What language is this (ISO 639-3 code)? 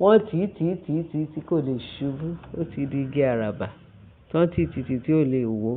yor